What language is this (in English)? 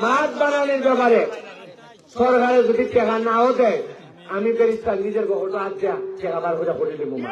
Sylheti